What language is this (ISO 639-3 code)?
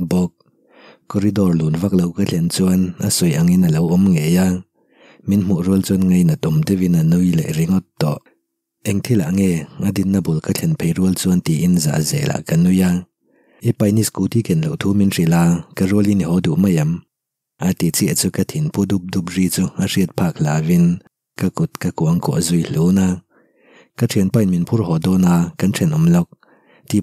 lus